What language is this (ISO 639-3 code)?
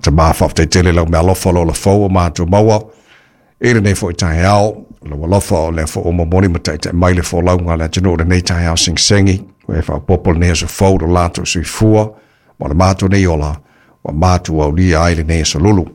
smo